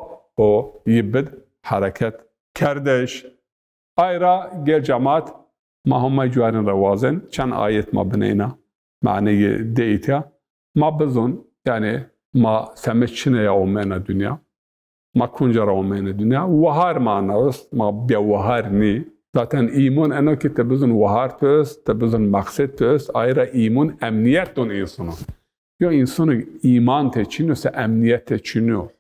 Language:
Zaza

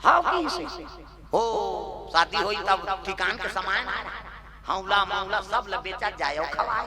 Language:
Chhattisgarhi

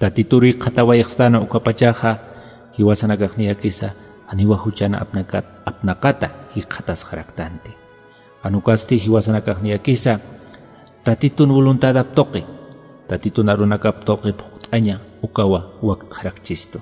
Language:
Aymara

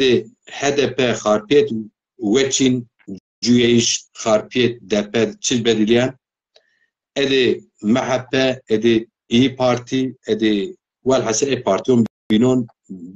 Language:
Zaza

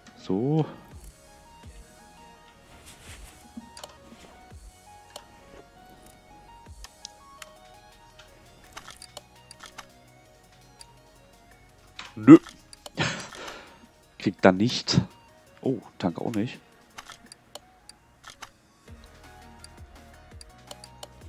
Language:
German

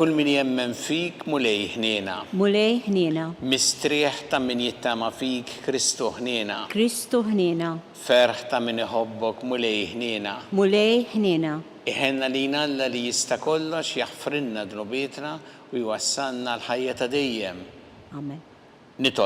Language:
Maltese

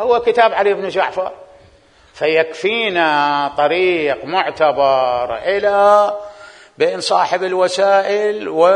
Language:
Mesopotamian Arabic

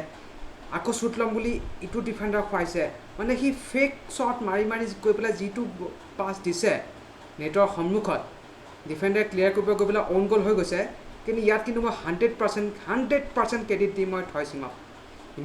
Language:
Assamese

